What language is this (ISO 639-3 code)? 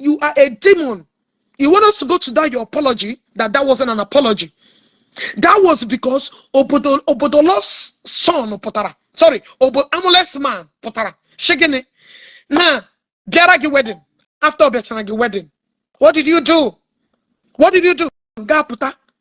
ibo